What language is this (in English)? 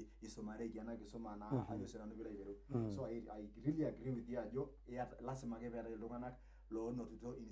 Masai